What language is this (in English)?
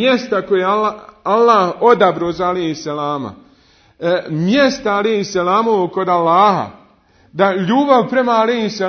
Bosnian